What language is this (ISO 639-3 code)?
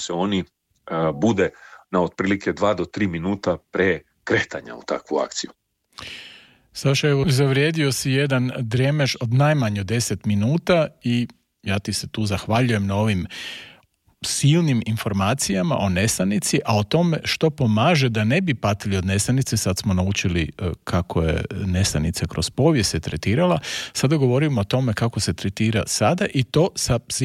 hrv